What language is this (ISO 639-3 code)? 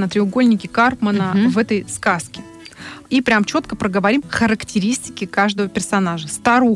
rus